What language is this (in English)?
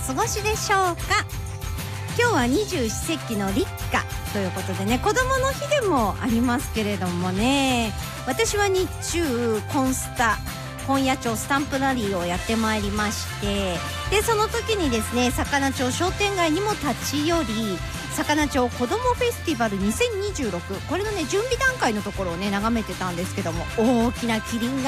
Japanese